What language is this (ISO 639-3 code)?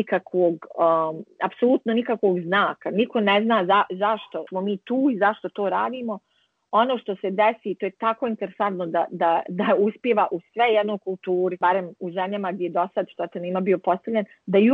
bos